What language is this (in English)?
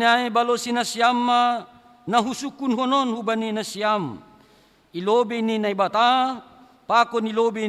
Batak Simalungun